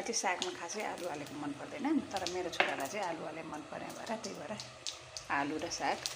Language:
Nepali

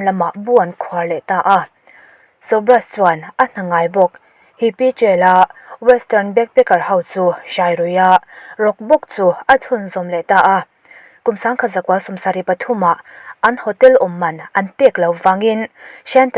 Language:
Mizo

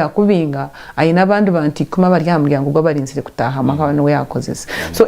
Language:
Nyankole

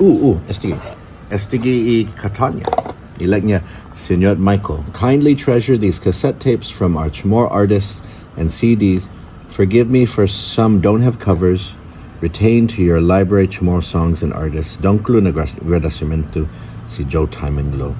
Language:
Chamorro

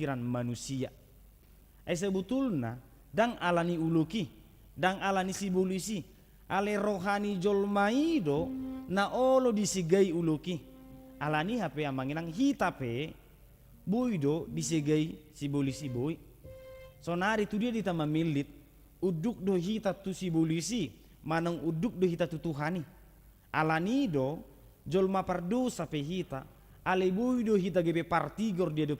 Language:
Batak Toba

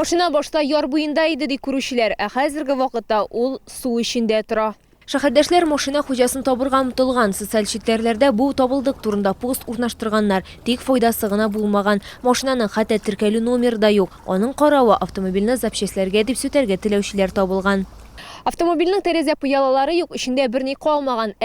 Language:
Tatar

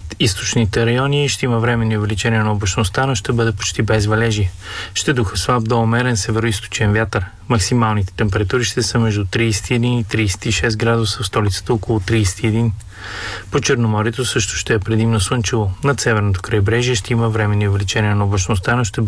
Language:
Bulgarian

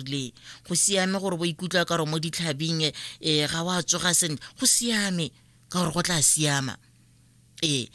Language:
Tswana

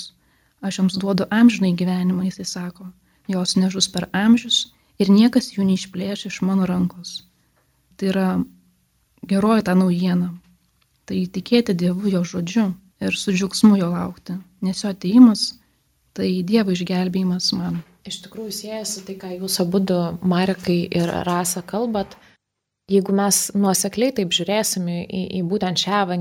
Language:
Lithuanian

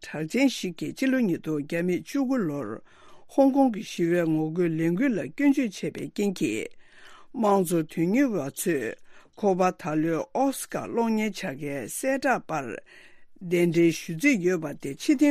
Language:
Tibetan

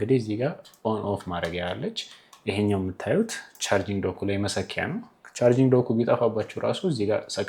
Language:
Amharic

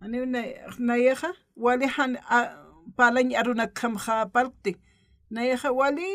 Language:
Aymara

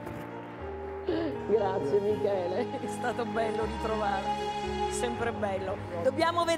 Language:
Italian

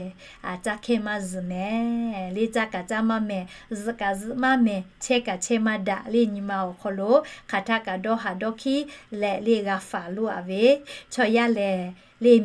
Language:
Lahu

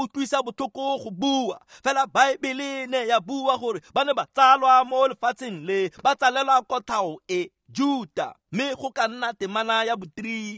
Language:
Tswana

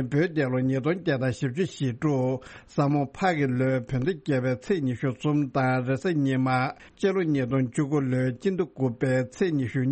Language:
Tibetan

